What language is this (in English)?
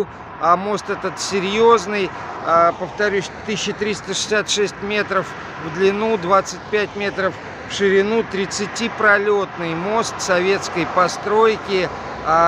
Russian